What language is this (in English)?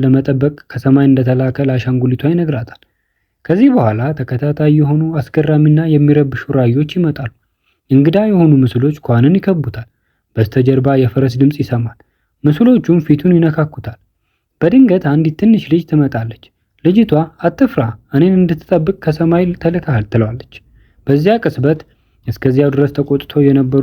Amharic